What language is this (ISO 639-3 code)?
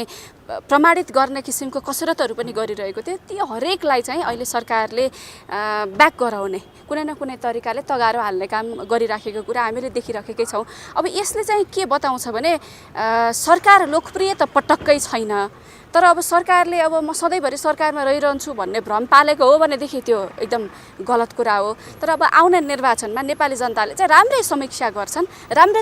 nep